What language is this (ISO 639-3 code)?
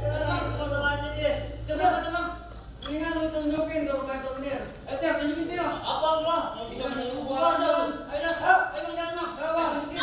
bew